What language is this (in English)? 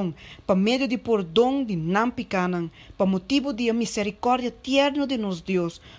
Papiamento